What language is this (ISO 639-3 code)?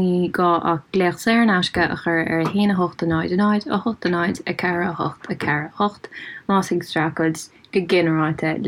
gle